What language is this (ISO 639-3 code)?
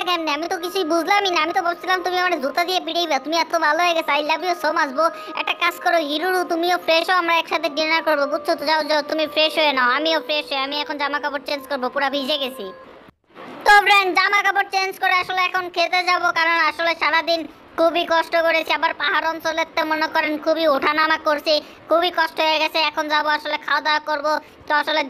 ben